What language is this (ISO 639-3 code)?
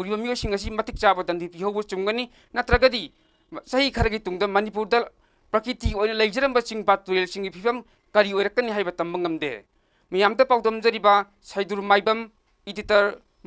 mni